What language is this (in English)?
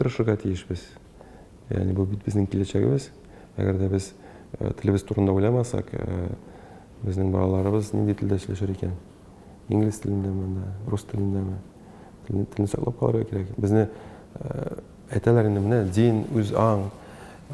Tatar